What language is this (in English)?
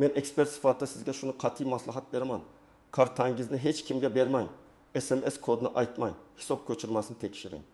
Uzbek